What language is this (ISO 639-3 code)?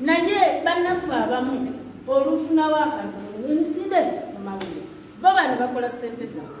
lug